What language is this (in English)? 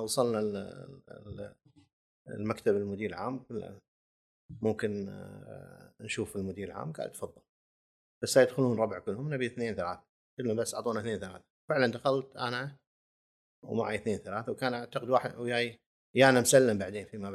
Gulf Arabic